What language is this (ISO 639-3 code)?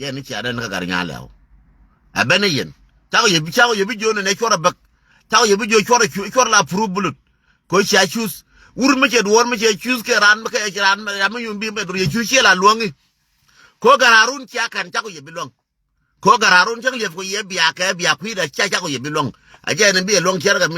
nus